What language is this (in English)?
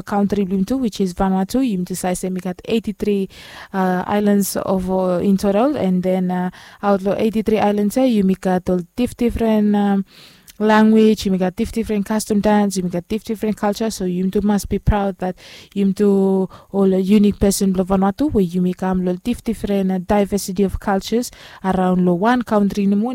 Bislama